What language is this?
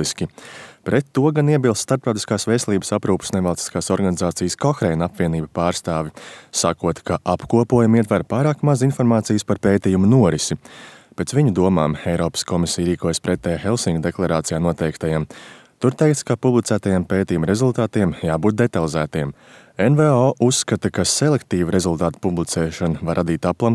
Latvian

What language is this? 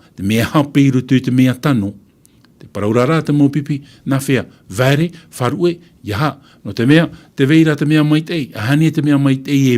Tahitian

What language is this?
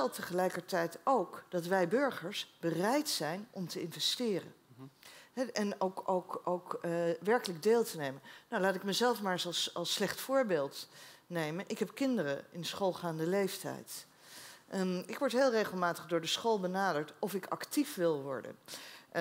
Dutch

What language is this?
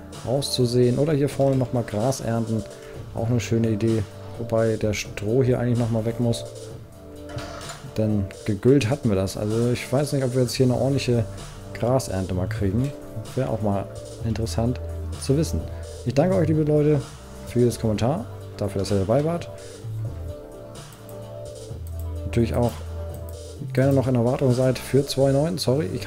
German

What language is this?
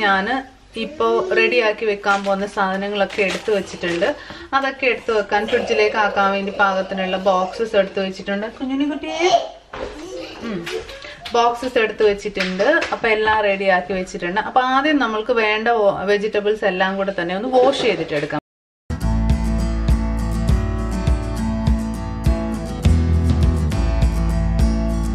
Malayalam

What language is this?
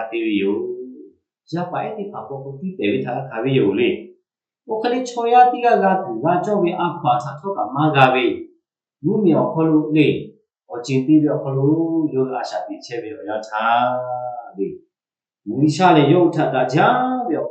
Lahu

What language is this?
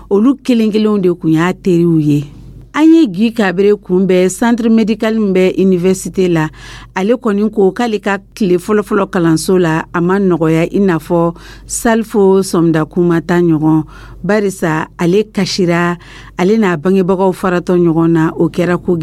Dyula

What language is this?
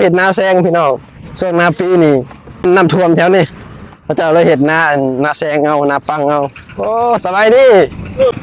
Lao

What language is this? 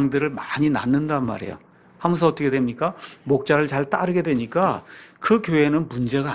Korean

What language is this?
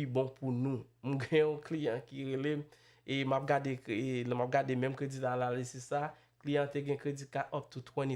Haitian Creole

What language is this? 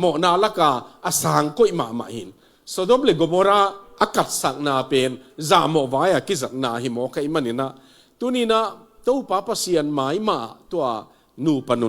Tedim Chin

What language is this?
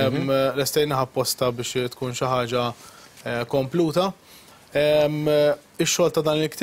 Maltese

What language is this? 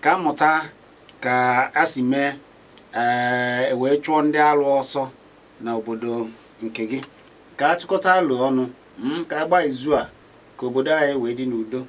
Igbo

